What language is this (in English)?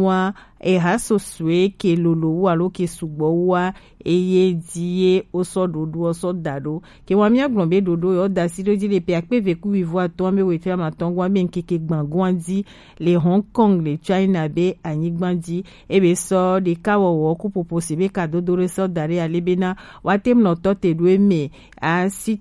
Gen